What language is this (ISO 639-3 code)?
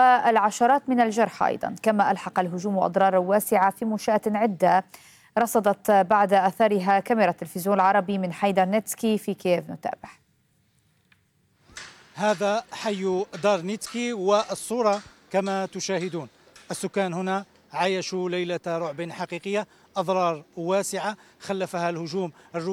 ara